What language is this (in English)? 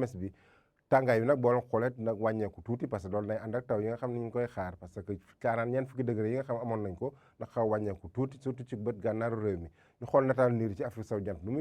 Wolof